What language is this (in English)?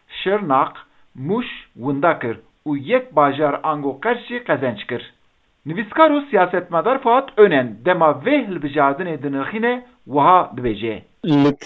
Kurdish